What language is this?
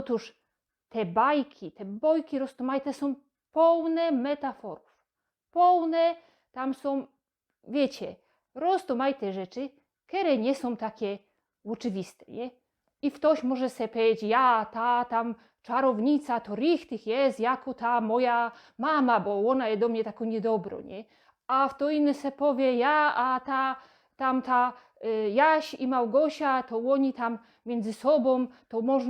Silesian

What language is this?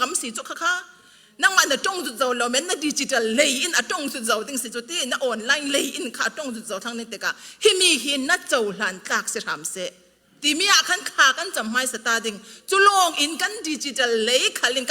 Falam Chin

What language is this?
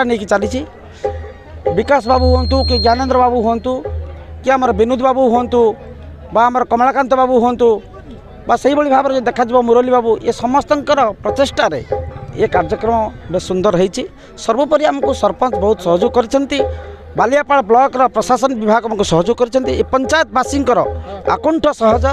Odia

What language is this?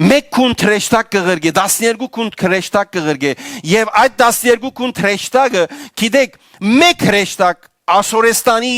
Western Armenian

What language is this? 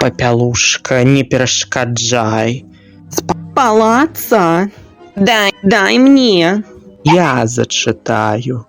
Belarusian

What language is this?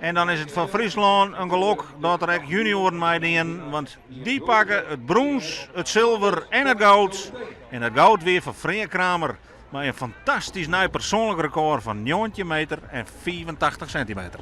Western Frisian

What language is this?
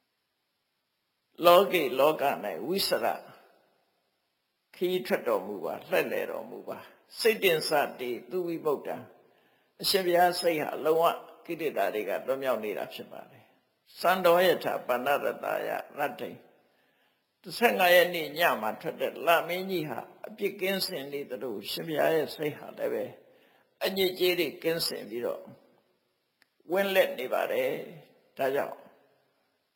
Burmese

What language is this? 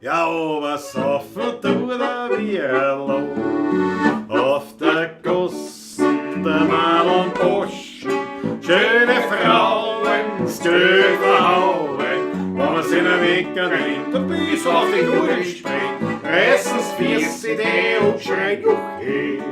Bavarian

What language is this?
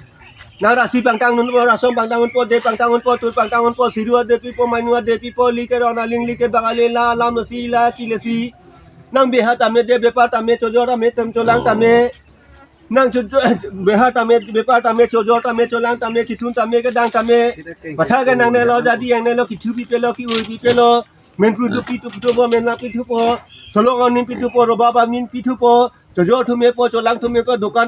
Karbi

